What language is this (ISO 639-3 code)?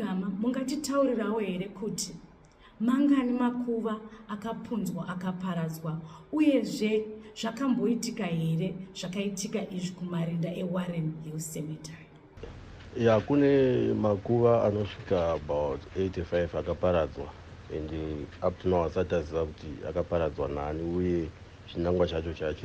sna